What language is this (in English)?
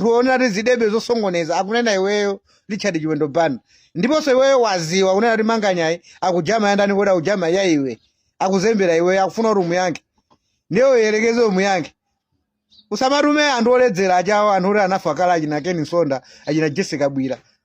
Nyanja